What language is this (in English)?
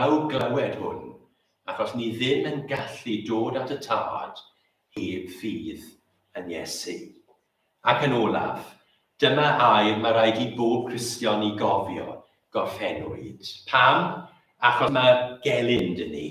Welsh